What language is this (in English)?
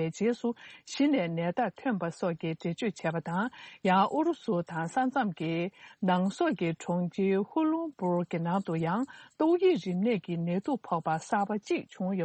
Tibetan